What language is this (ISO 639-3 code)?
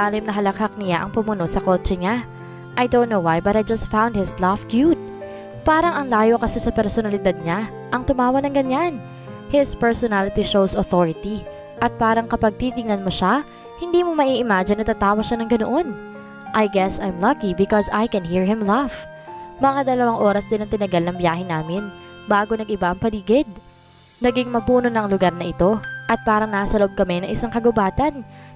fil